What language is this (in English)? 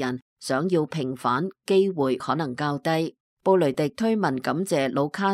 Cantonese